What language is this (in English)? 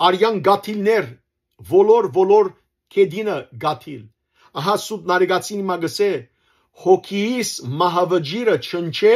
Western Armenian